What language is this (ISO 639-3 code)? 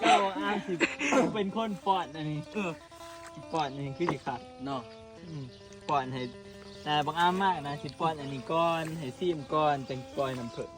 tts